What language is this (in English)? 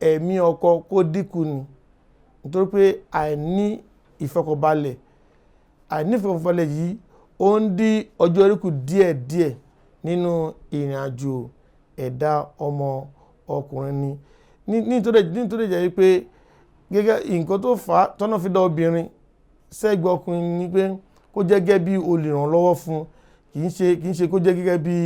Yoruba